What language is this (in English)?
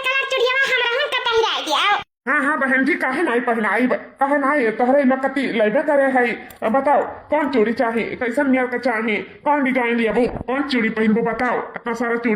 Awadhi